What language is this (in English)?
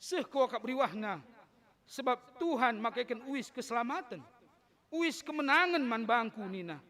Batak Karo